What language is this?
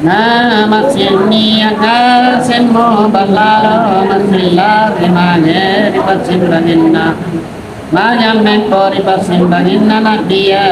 Makasar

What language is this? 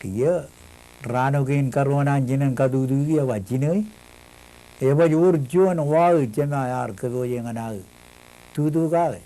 Marshallese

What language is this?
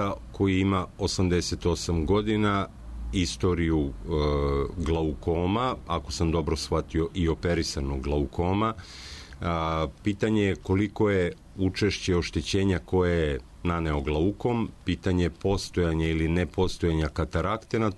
Serbian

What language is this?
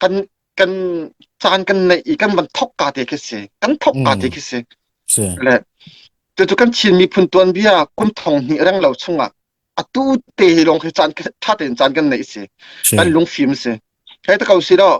Hakha Chin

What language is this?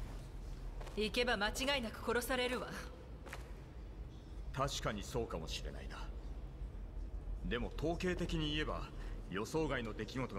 Japanese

